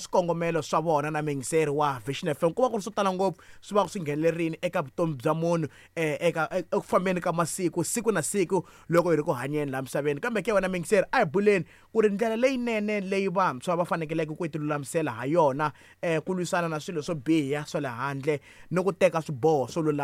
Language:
Tsonga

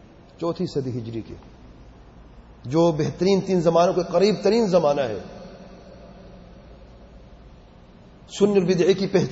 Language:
Urdu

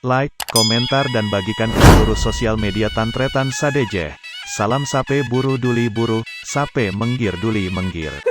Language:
Madurese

